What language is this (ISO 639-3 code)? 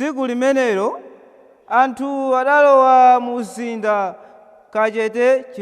nya